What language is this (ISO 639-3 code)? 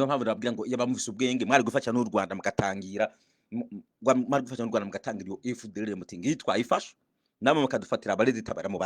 run